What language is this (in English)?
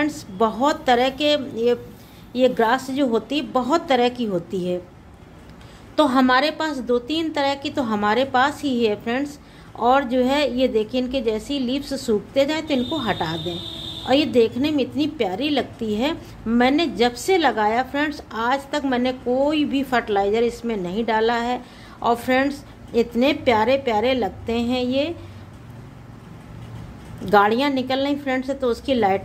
Hindi